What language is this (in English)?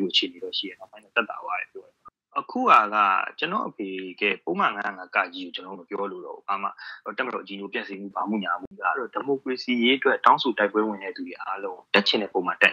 Burmese